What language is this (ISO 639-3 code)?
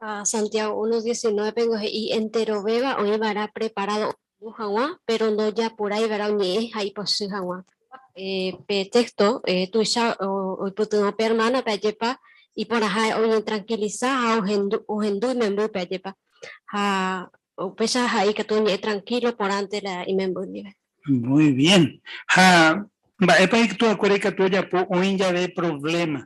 grn